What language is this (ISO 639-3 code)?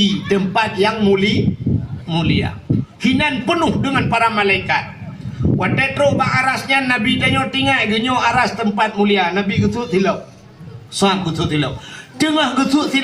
ace